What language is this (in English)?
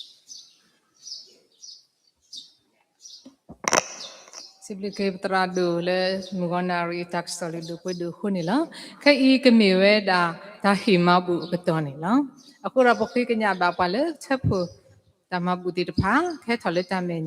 S'gaw Karen